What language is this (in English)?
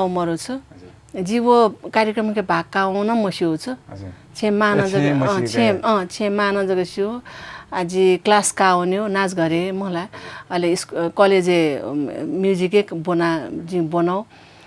Newari